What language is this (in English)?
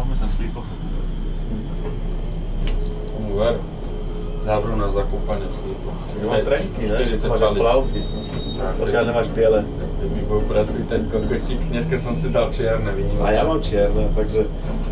Slovak